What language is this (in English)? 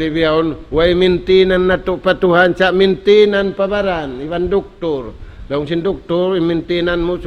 Tausug